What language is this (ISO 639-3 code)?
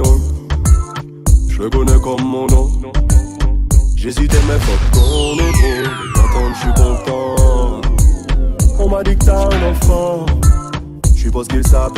fra